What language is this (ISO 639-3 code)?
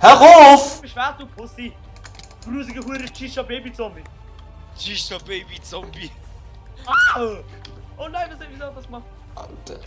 gsw